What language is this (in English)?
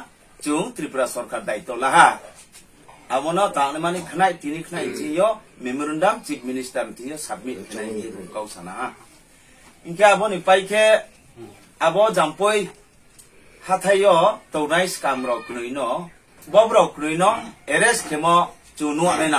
Riang (India)